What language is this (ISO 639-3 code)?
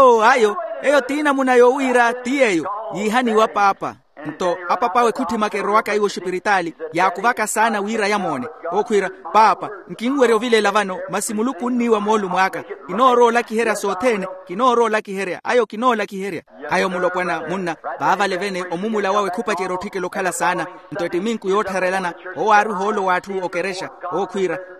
vmw